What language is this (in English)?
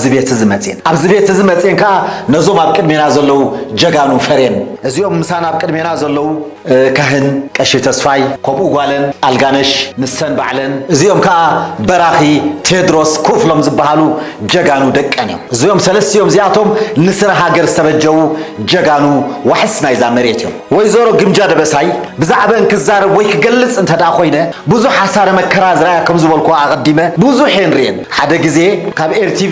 Tigrinya